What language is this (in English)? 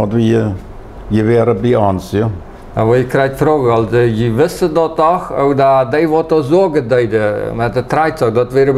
Plautdietsch